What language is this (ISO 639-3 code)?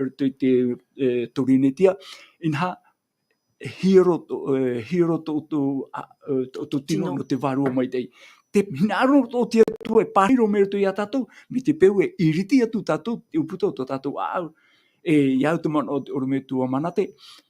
tah